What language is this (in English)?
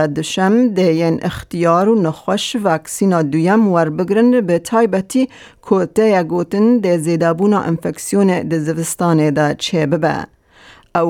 Kurdish